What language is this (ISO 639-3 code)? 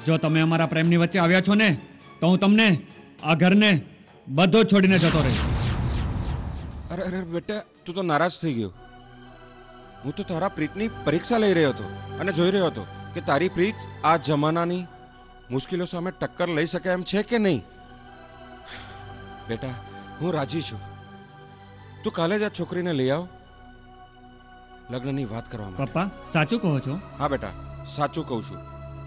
guj